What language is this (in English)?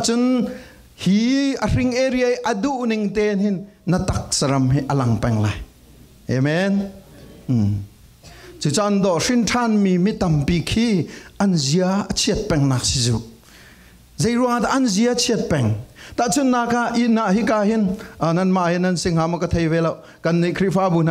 Falam Chin